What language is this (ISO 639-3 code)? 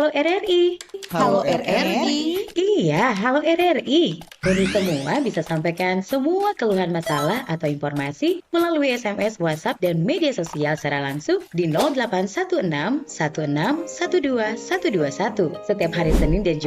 xmm